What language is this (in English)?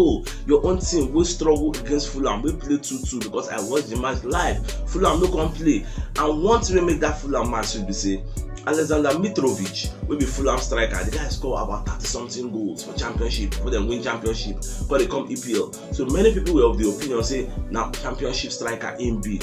Nigerian Pidgin